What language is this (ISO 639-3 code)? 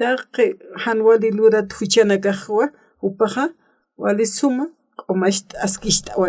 aym